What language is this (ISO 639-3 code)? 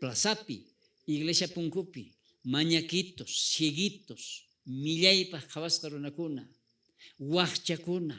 quh